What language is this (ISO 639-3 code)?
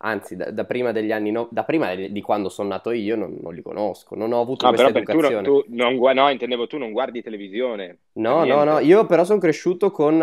ita